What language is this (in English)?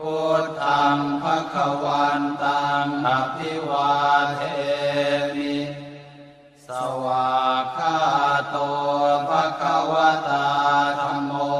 Pali